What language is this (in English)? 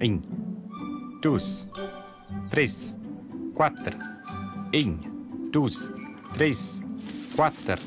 Romansh